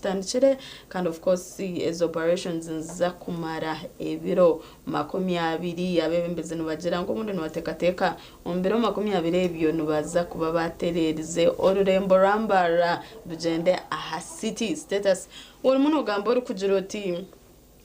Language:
Nyankole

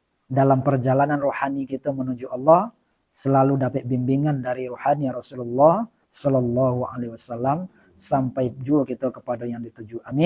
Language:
Minangkabau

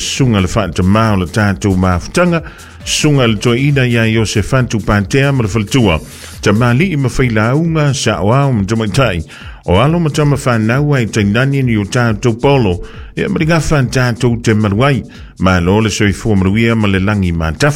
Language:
Samoan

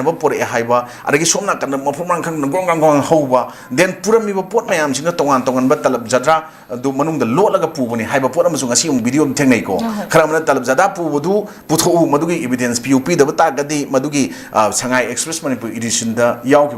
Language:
Manipuri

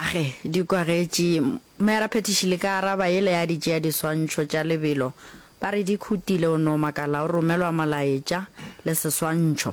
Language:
Northern Sotho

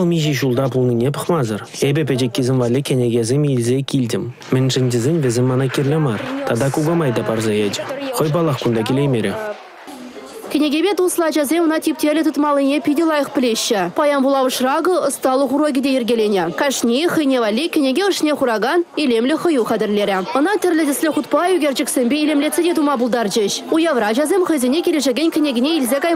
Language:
Chuvash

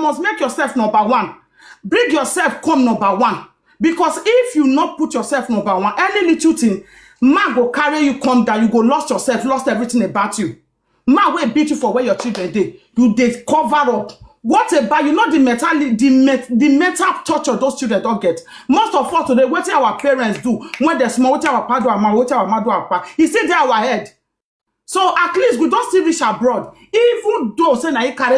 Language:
Nigerian Pidgin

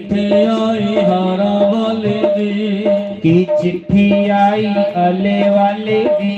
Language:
Dogri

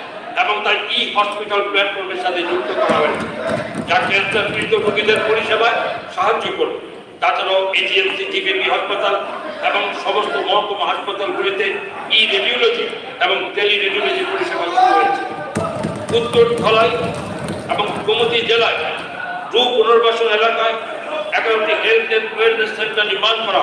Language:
Bangla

